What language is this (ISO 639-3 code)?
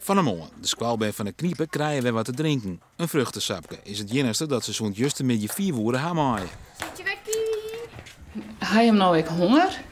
fry